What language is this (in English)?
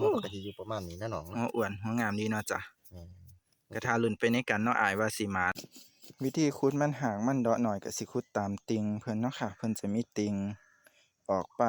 Northeastern Thai